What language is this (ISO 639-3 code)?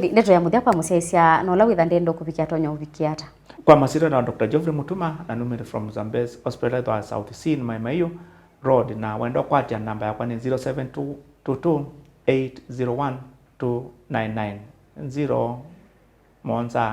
kam